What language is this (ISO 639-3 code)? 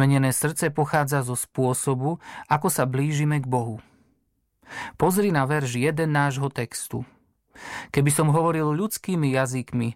slk